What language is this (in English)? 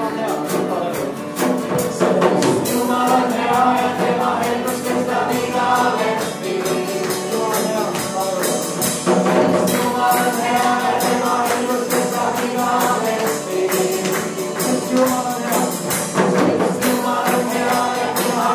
Estonian